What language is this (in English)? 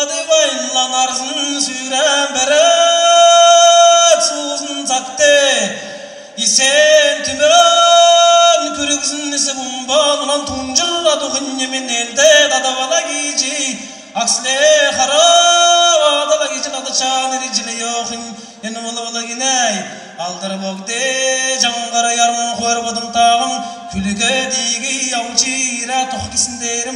Kazakh